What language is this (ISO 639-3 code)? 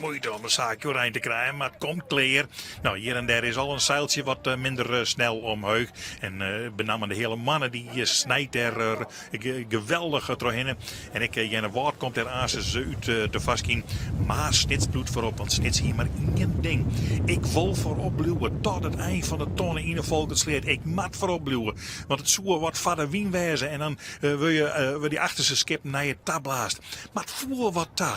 fry